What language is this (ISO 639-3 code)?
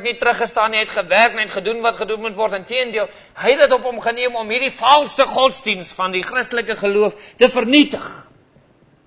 afr